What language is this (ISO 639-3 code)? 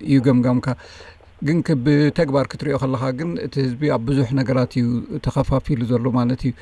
tir